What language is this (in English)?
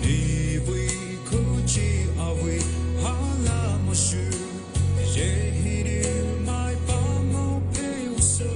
Poumei Naga